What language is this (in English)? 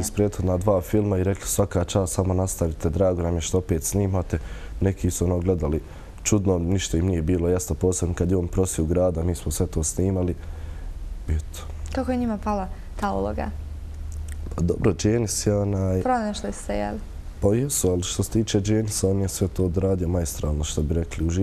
Bosnian